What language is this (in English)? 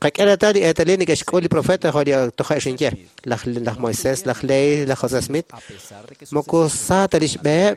Kekchí